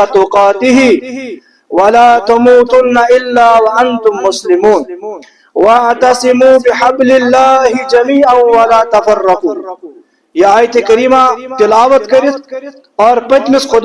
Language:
Kashmiri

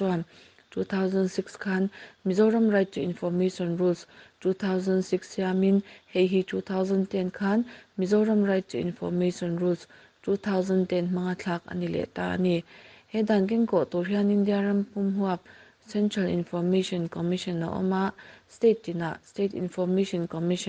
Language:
Mizo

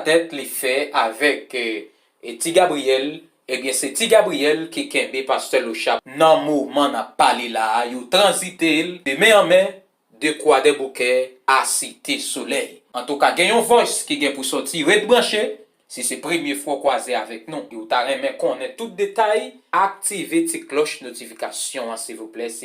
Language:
Haitian Creole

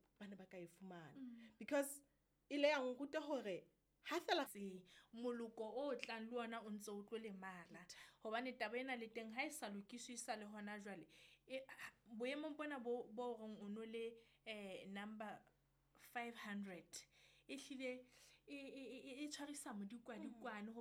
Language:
Southern Sotho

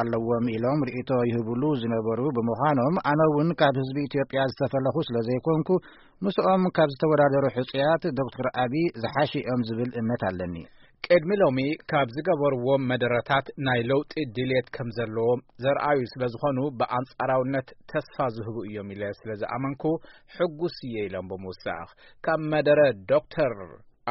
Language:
Tigrinya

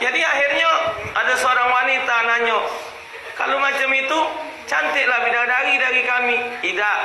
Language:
Musi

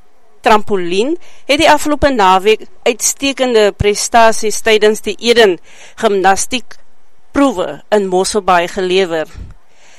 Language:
Afrikaans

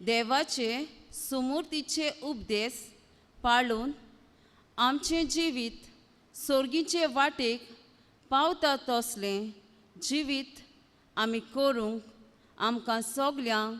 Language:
Konkani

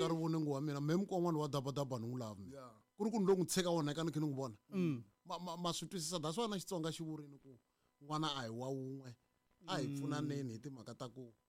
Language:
Tsonga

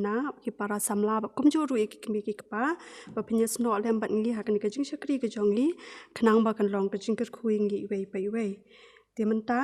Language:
Khasi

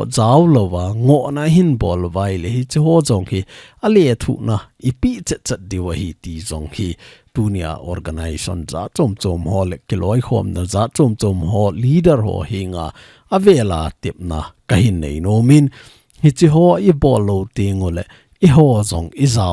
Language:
Thado Chin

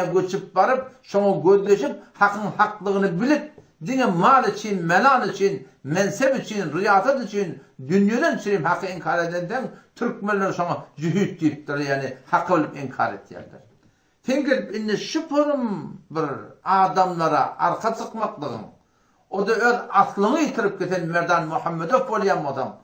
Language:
Turkmen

